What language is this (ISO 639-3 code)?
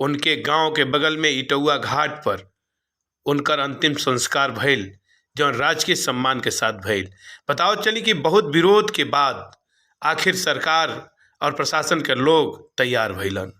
bho